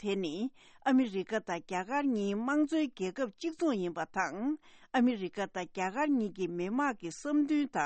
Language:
Tibetan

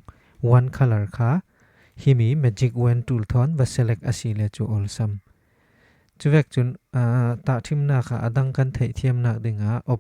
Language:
Falam Chin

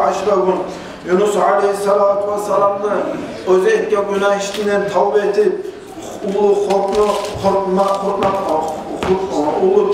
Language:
Kumyk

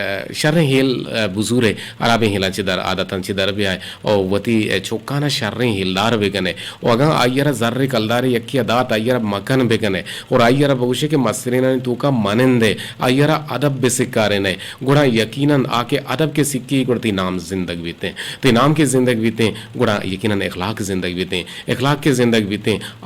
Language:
Eastern Balochi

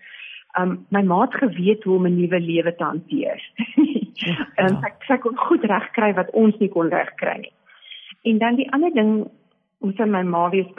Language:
Afrikaans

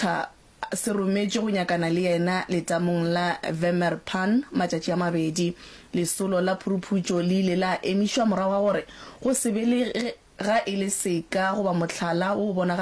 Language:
Northern Sotho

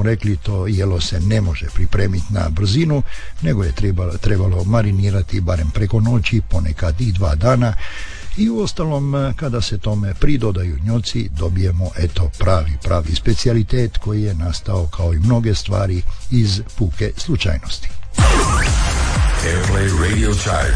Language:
Croatian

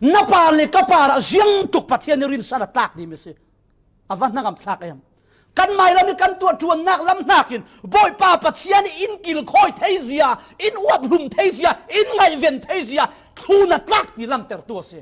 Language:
Falam Chin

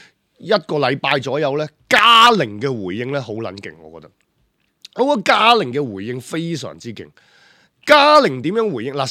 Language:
Cantonese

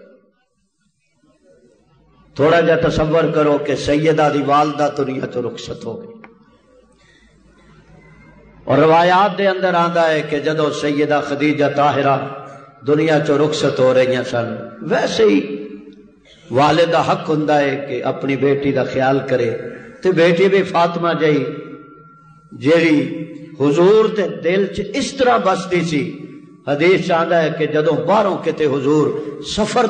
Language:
Western Panjabi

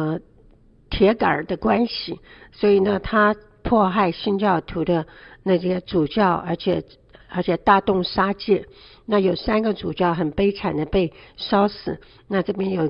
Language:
Chinese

